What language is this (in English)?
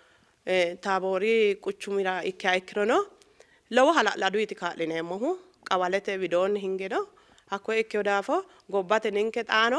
Sidamo